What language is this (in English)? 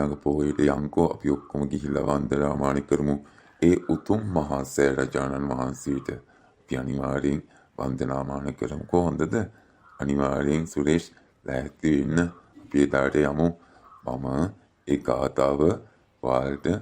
Sinhala